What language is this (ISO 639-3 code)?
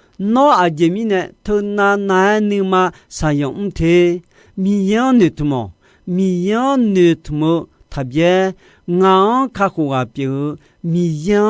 ahk